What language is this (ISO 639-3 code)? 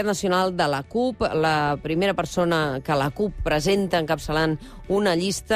cat